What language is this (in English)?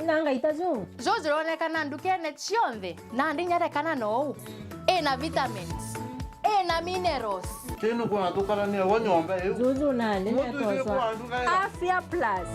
Meru